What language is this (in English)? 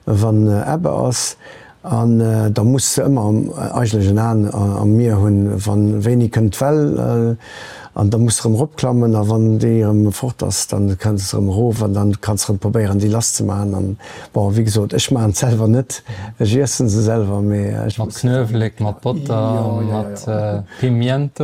Luxembourgish